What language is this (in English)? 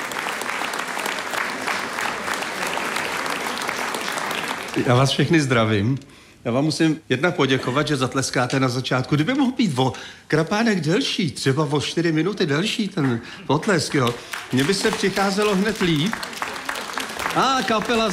Czech